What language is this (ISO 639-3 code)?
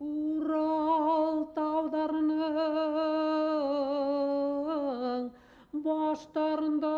bak